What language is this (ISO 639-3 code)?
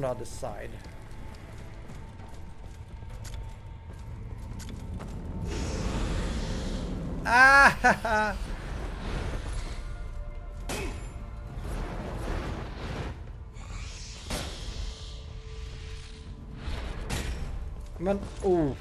swe